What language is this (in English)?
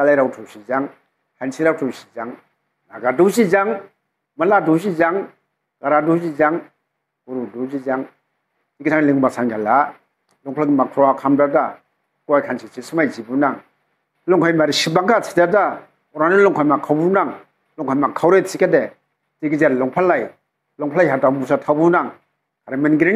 Dimasa